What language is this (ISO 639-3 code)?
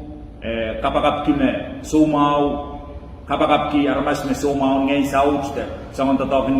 pon